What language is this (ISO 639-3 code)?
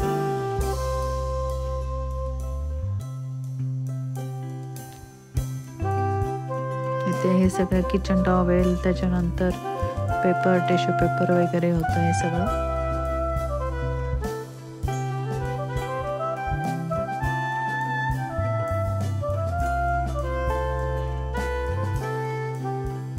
mar